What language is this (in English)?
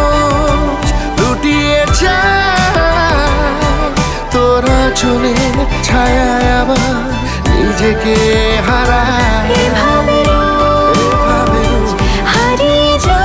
Bangla